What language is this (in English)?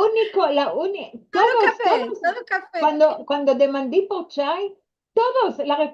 Ladino